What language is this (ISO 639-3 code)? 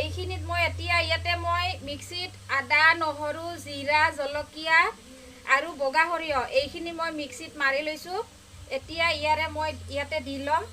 asm